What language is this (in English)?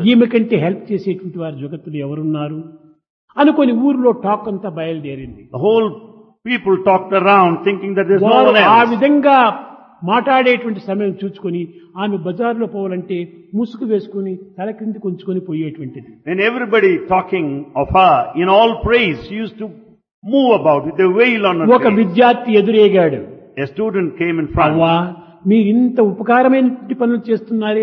Telugu